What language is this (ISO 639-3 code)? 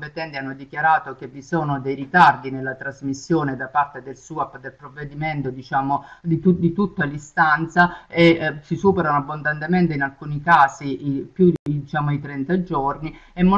ita